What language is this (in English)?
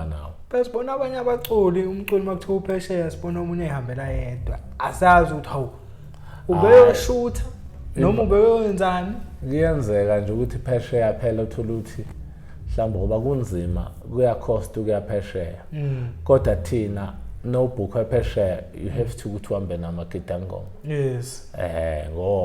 Zulu